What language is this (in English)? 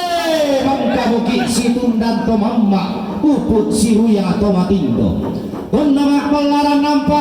Toraja-Sa'dan